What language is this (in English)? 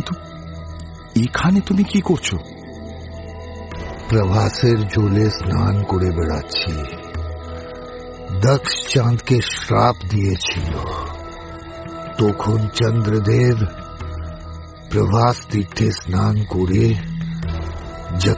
Bangla